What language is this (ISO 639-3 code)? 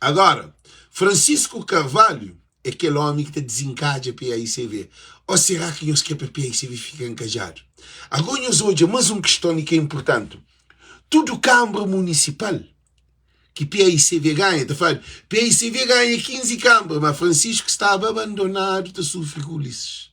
kea